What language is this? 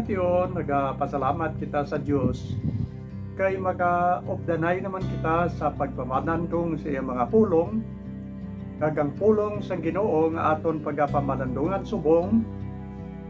Hiligaynon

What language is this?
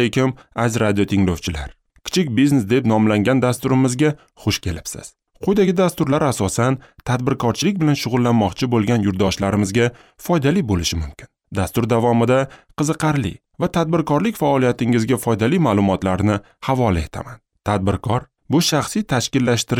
Uzbek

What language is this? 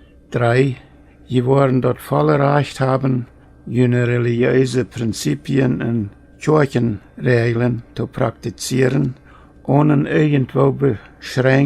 Plautdietsch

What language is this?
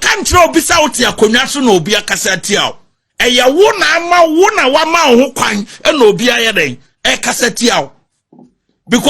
Akan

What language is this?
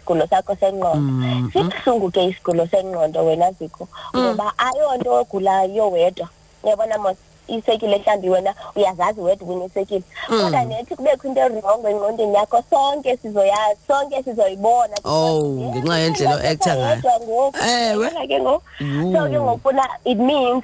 Xhosa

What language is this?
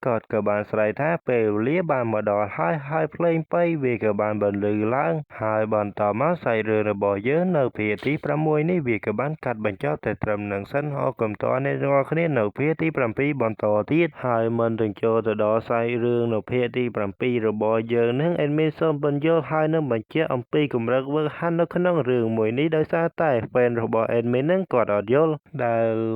Khmer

